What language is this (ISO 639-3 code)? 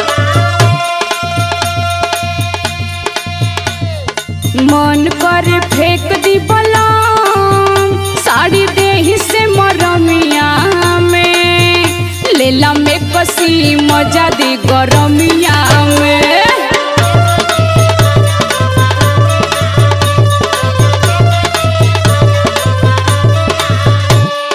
bho